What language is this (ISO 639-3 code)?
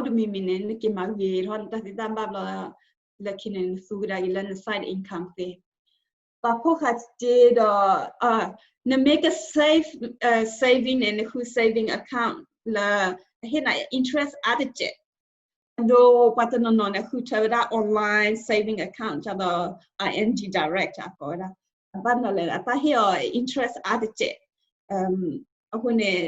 ksw